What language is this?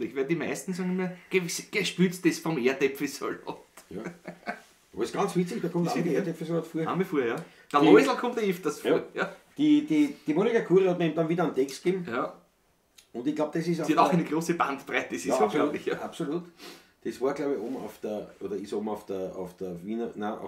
Bavarian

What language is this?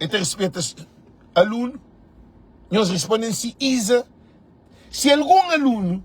Kabuverdianu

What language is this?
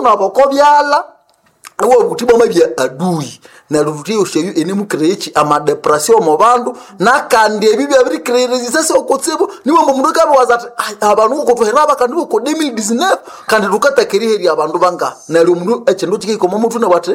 Nande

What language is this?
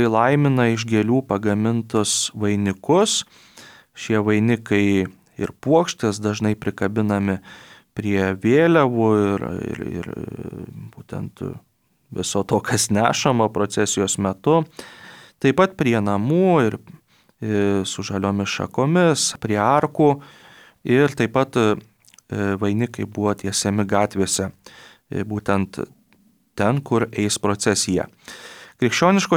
Lithuanian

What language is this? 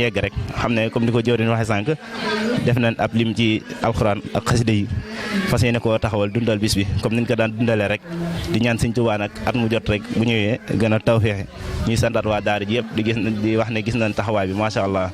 Wolof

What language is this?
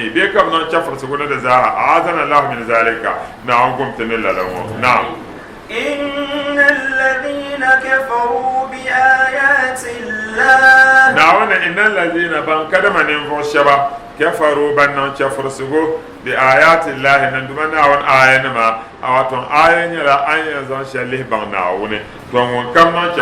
Dagbani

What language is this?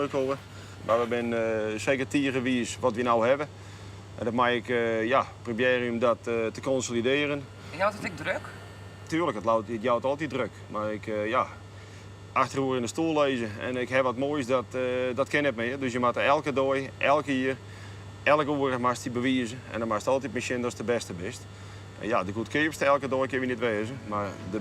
Western Frisian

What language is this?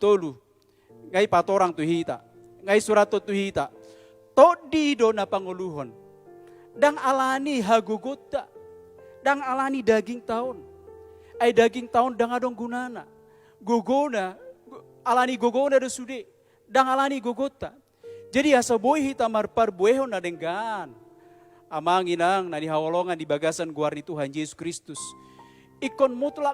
Batak Toba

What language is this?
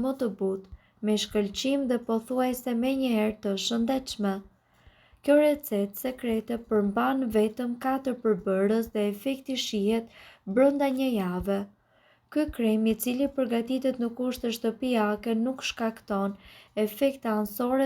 Albanian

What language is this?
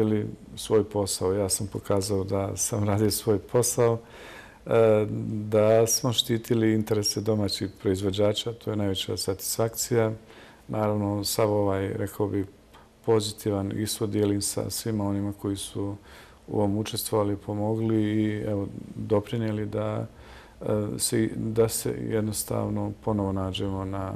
Bosnian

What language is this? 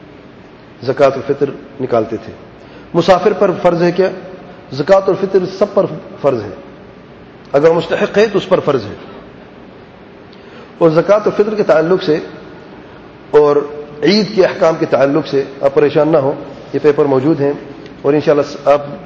Urdu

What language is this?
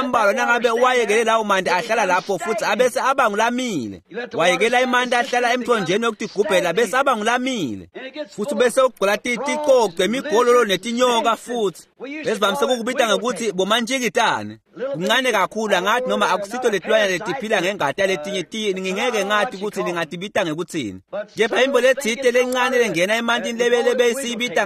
Swati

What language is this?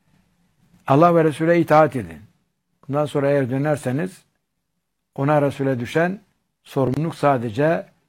Turkish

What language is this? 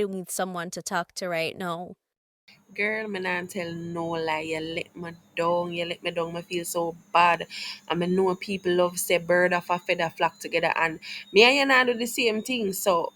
Jamaican Creole English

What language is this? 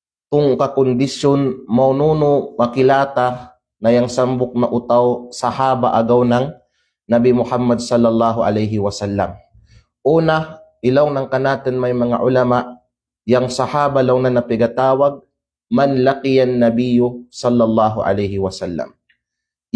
Kalagan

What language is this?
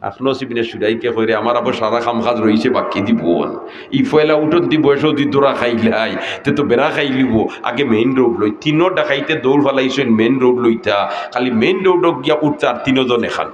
Sylheti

